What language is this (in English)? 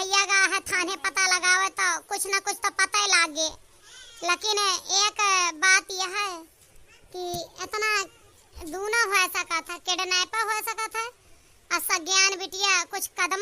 Awadhi